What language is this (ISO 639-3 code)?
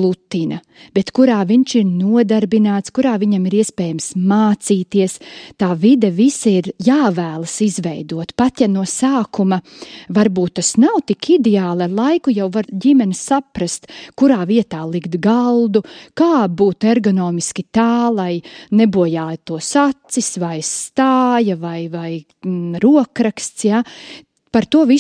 lav